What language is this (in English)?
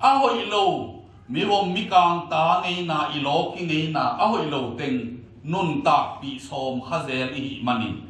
Tedim Chin